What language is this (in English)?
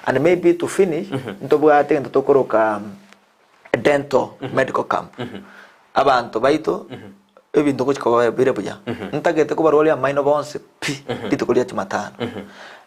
Gusii